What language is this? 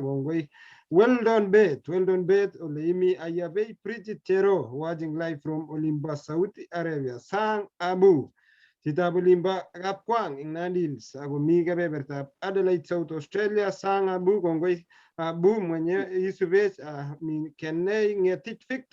Kalenjin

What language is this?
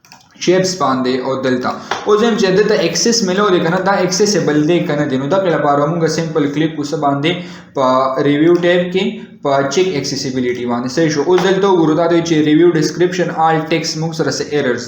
Pashto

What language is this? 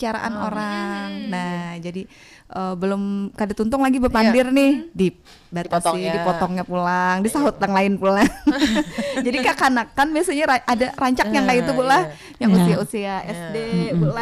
Banjar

